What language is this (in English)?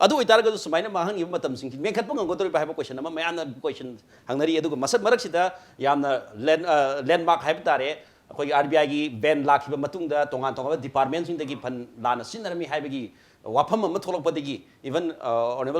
Manipuri